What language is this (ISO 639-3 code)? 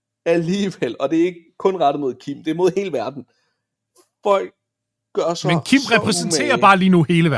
dan